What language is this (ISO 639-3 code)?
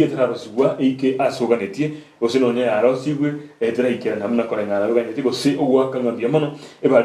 guz